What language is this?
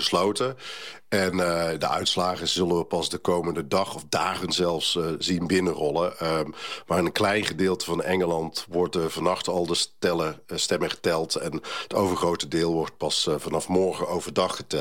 Dutch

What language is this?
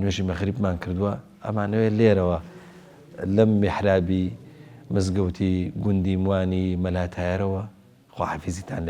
Central Kurdish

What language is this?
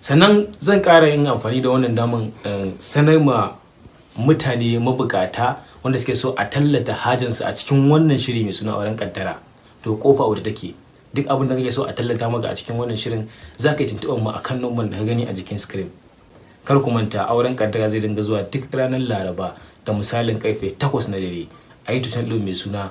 Hausa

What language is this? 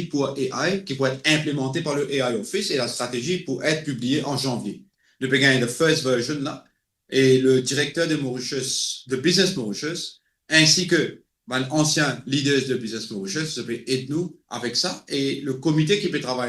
Morisyen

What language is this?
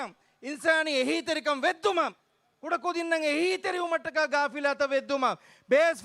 Divehi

